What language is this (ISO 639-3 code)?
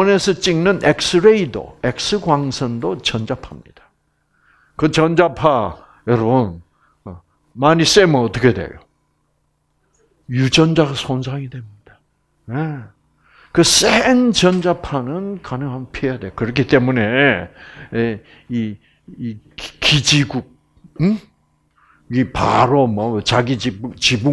kor